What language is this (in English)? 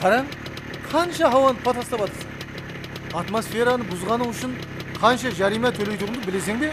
Kara-Kalpak